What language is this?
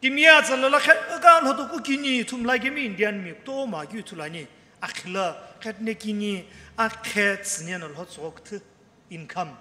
Sumi Naga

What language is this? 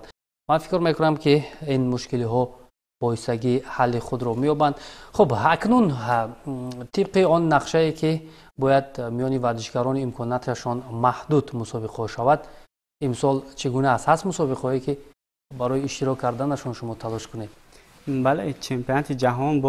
Tajik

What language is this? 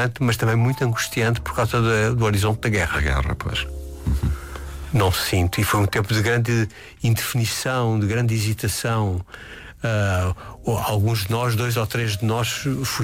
Portuguese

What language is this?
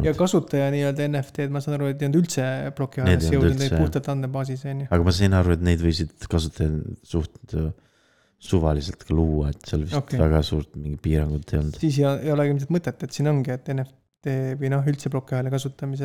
Estonian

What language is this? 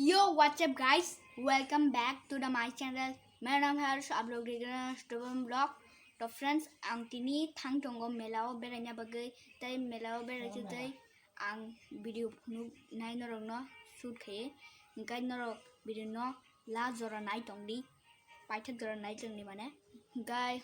Kok Borok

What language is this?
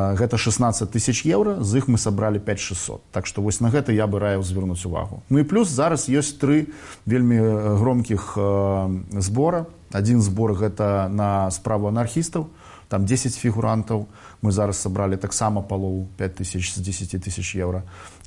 Belarusian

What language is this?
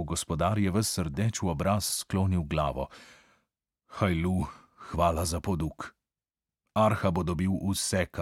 Slovenian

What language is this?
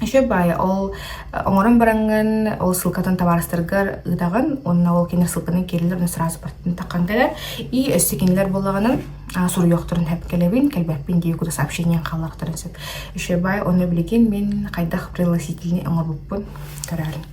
Yakut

